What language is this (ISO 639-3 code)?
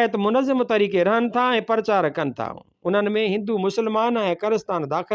snd